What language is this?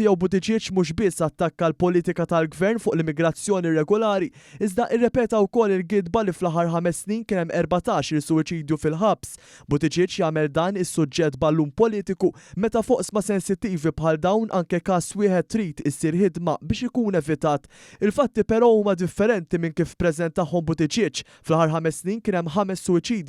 Maltese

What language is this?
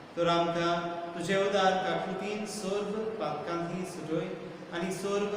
Konkani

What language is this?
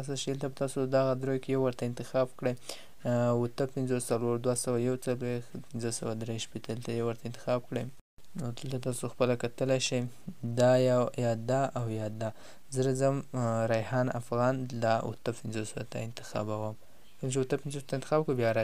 Pashto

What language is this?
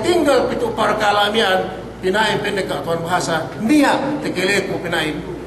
Yakan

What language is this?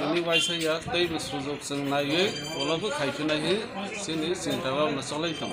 Kok Borok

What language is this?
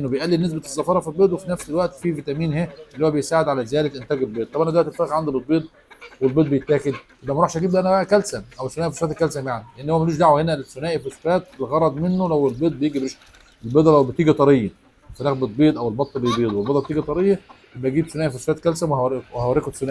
Egyptian Arabic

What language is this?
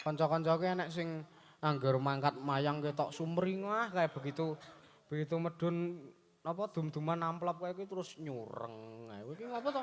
Javanese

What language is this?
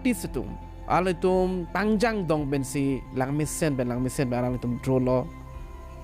Karbi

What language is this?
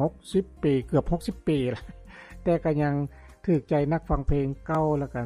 Lao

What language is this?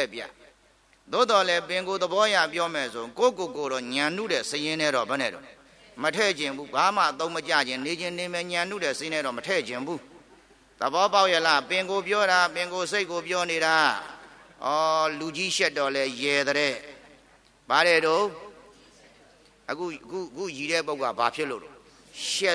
Burmese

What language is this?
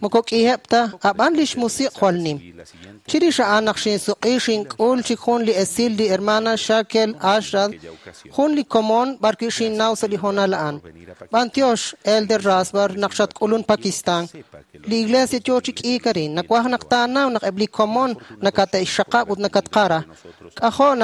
Kekchí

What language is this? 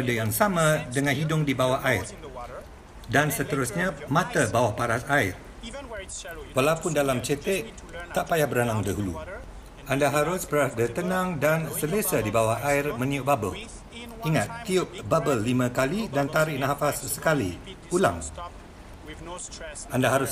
Malay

